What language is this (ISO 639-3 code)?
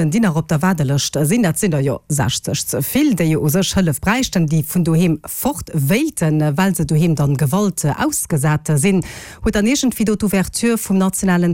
ltz